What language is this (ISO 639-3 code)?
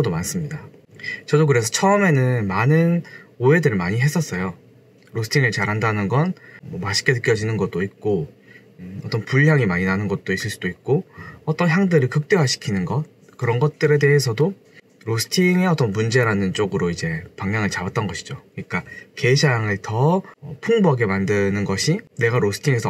kor